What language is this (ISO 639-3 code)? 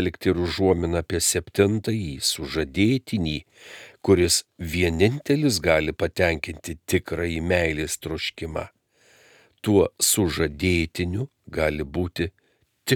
lit